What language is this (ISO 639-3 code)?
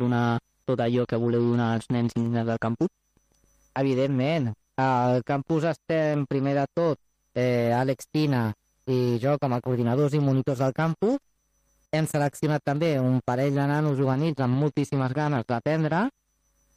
cat